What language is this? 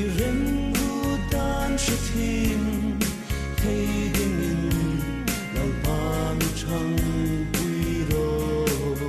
Hmar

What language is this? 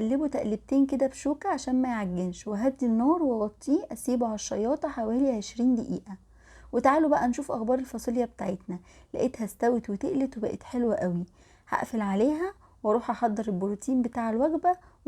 Egyptian Arabic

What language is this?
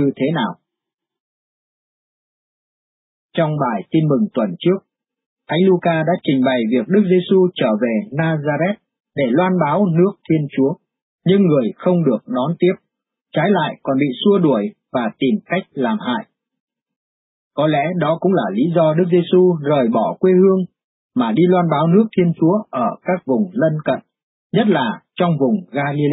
Vietnamese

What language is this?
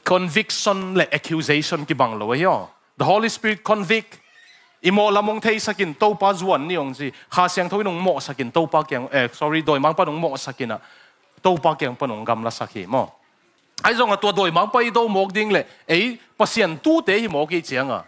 Tedim Chin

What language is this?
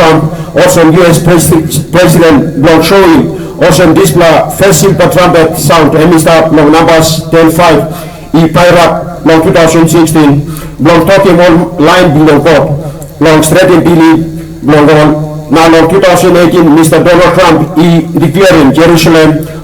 Tok Pisin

